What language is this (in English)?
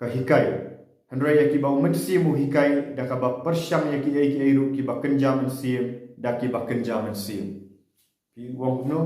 Khasi